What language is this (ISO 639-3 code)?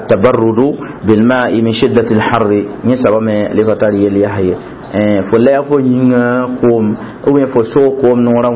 mos